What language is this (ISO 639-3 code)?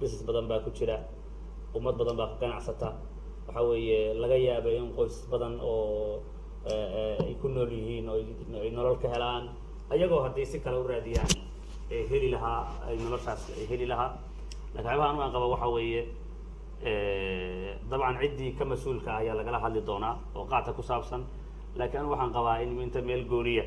som